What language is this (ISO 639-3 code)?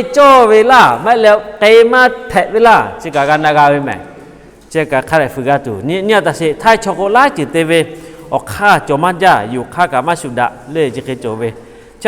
lhu